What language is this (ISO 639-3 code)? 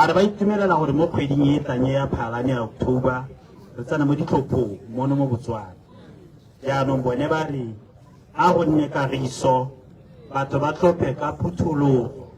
tsn